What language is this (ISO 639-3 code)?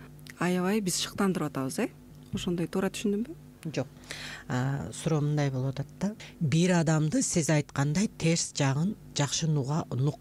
kir